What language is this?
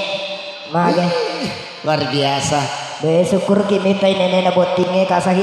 Buginese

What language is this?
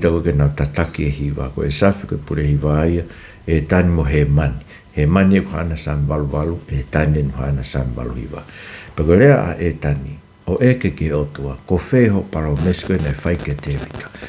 Tongan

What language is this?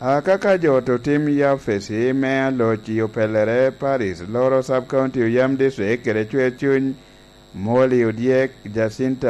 Lango (Uganda)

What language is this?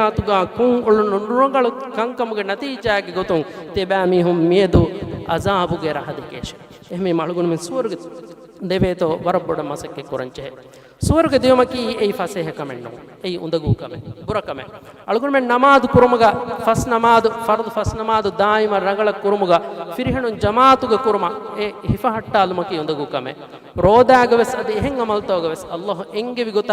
Divehi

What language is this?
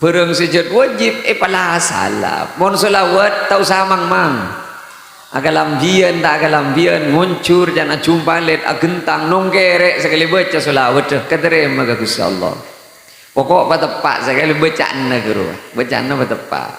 Madurese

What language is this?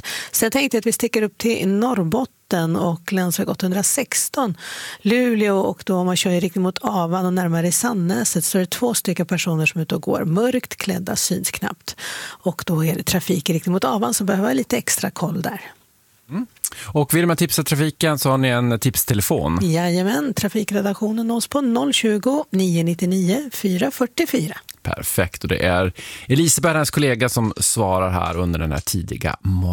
Swedish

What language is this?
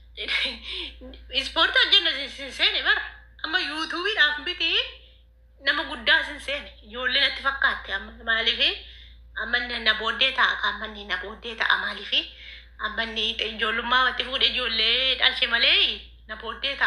Oromo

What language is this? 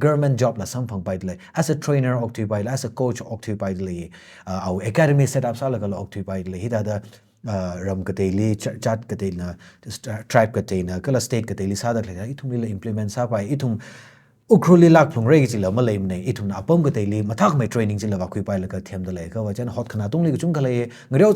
Tangkhul Naga (India)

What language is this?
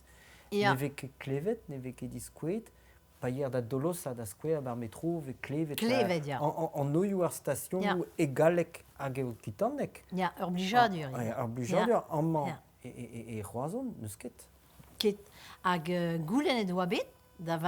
Breton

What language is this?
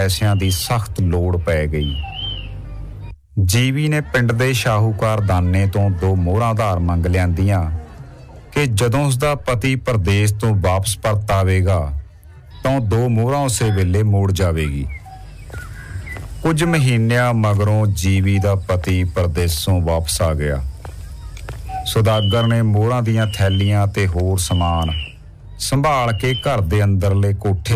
Punjabi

